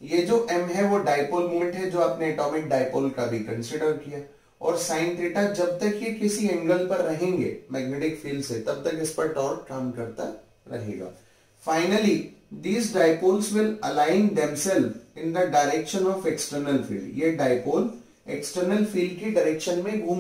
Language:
Hindi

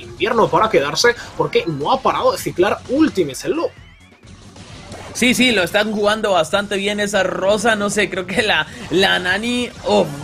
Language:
Spanish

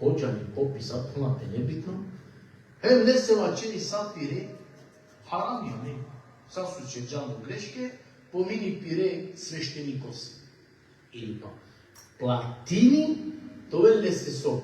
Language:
Balkan Romani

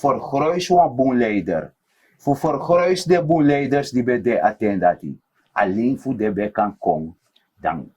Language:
Sranan Tongo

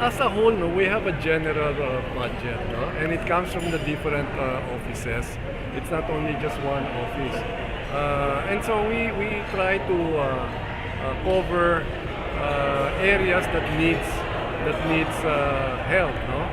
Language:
Hiligaynon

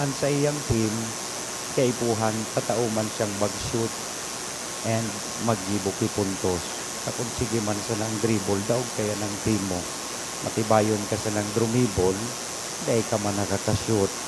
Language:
Bikol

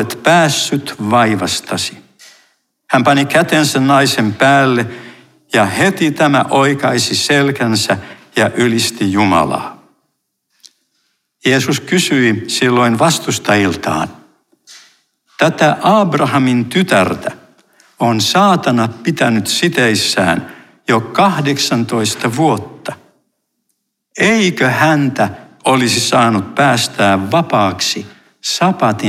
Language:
Finnish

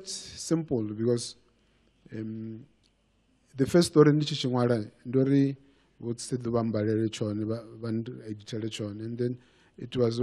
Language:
Venda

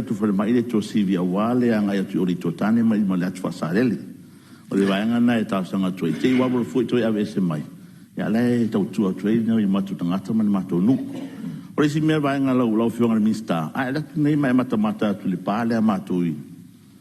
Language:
Samoan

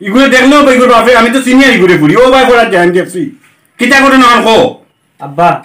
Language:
Sylheti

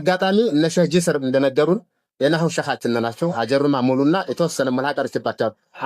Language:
Amharic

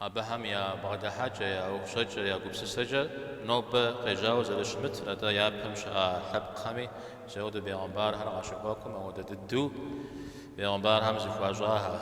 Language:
Kabardian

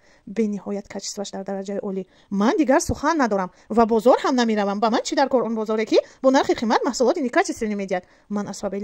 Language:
Tajik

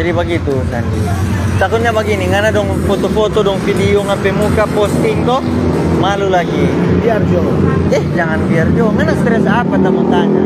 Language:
Manado Malay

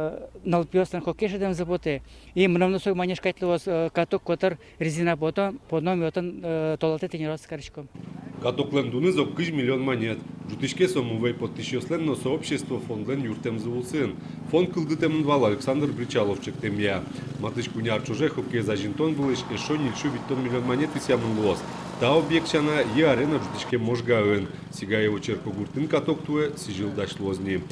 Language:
Udmurt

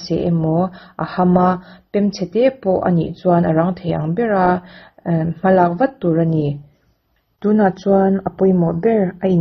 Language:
Mizo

